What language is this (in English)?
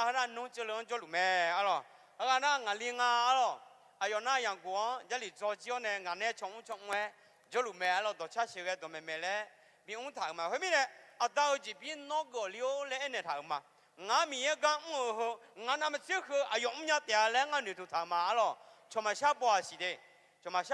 Akha